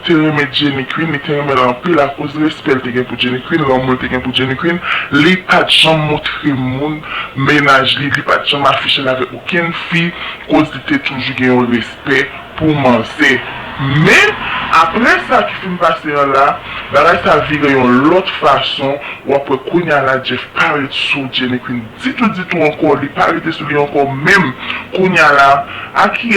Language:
Haitian Creole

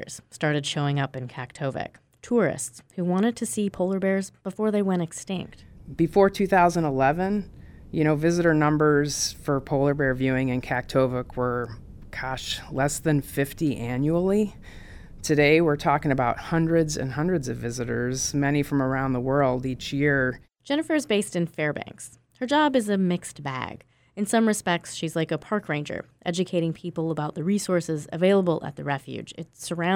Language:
English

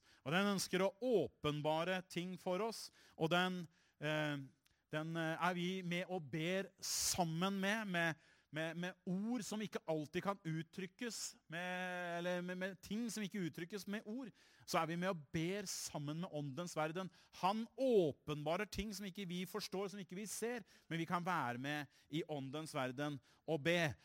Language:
Norwegian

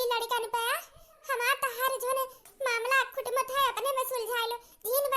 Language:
Awadhi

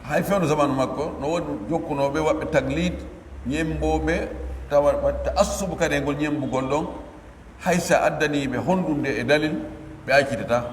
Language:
Pular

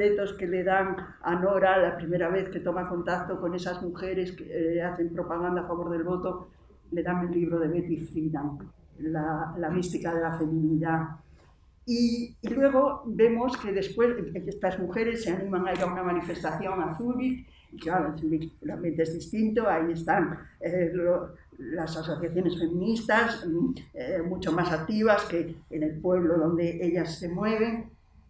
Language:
Spanish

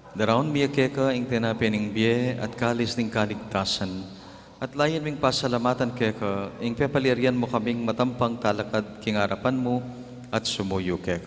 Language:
Pampanga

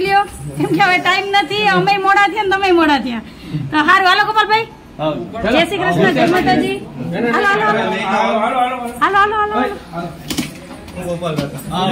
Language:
Gujarati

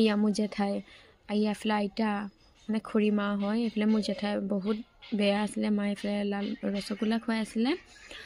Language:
Assamese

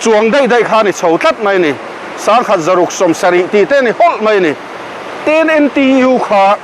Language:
Mizo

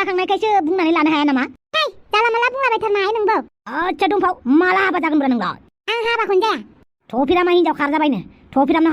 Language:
Bodo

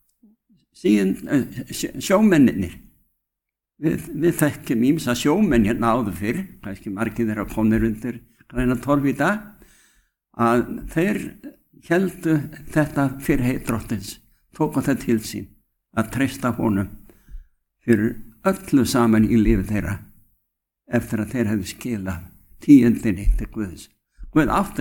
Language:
Icelandic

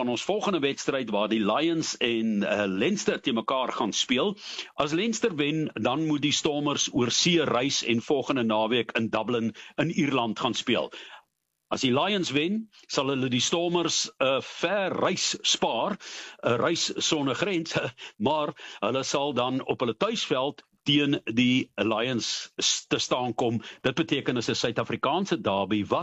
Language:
Afrikaans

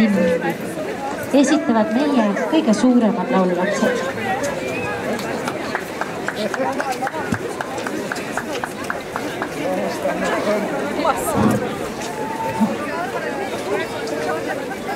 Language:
Estonian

